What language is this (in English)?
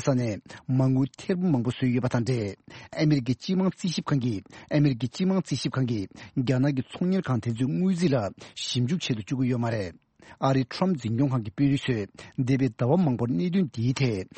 Tibetan